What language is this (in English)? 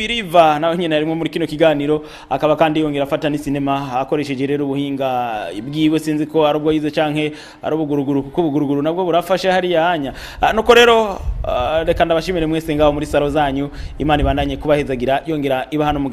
Rundi